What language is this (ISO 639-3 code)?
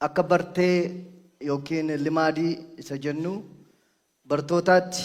orm